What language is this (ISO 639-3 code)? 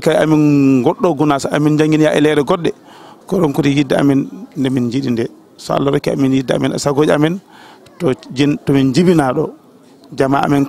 ful